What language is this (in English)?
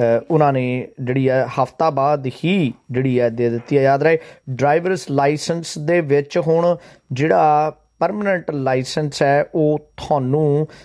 Punjabi